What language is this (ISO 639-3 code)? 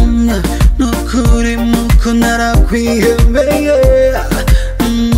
kin